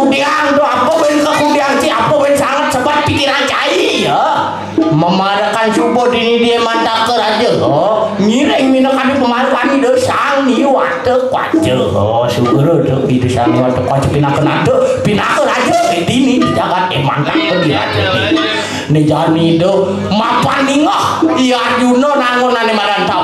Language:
Balinese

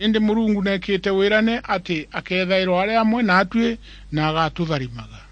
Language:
Meru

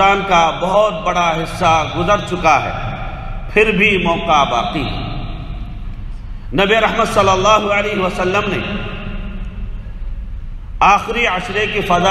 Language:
Urdu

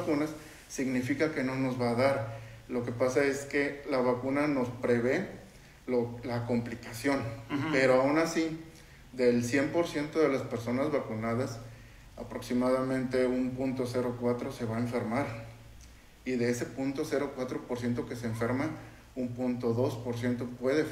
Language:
Spanish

